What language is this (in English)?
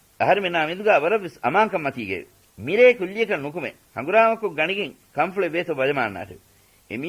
Divehi